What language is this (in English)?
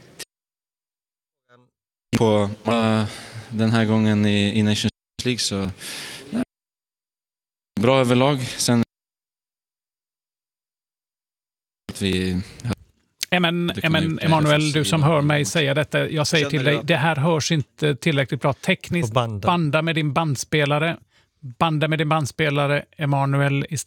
Swedish